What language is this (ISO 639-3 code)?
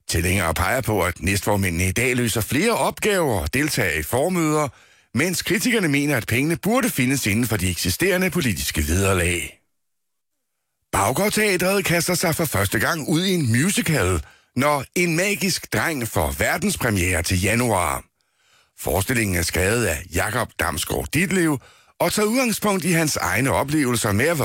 dan